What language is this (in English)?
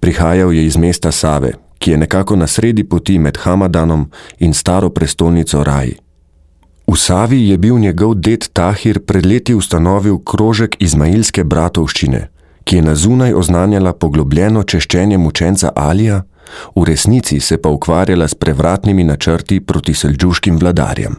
Slovenian